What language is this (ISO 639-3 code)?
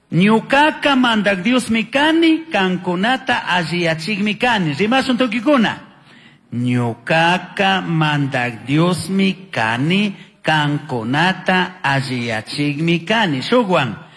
qug